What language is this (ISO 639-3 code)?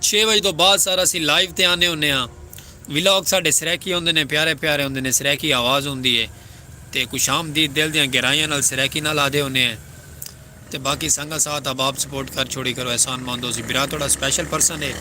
skr